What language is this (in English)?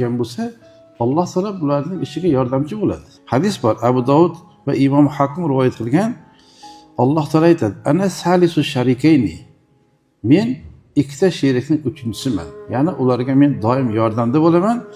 Uzbek